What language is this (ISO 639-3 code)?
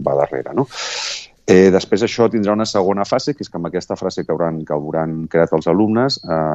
cat